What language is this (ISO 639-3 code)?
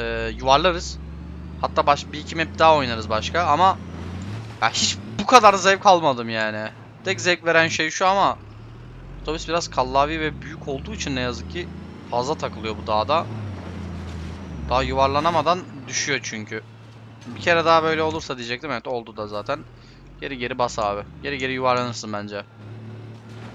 tur